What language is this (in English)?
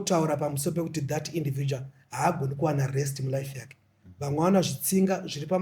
Shona